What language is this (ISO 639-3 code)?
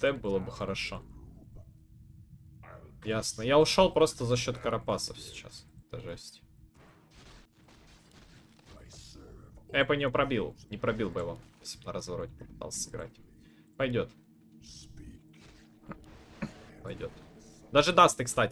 rus